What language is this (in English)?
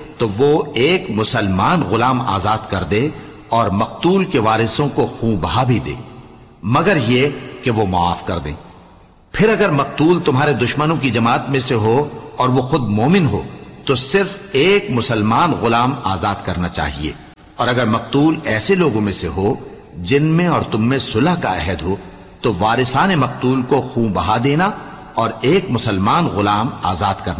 Urdu